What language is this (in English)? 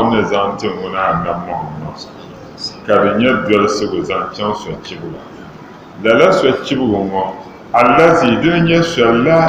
Dagbani